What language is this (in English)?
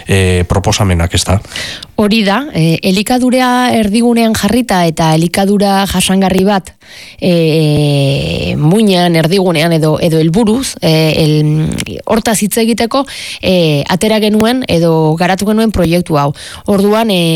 Basque